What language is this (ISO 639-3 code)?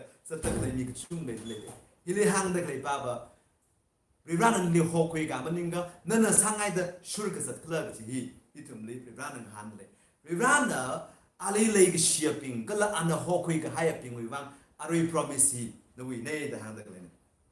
nmf